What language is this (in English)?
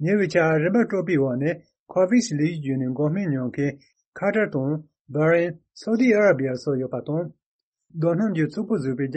Tibetan